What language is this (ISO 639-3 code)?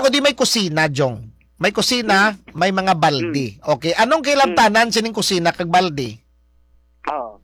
hil